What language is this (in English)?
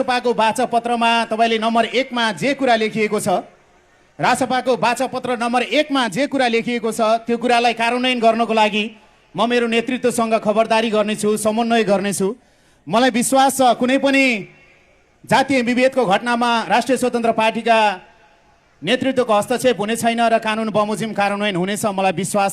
Nepali